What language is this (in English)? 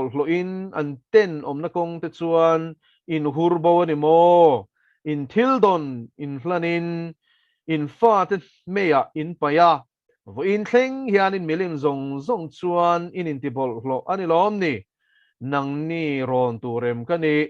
Mizo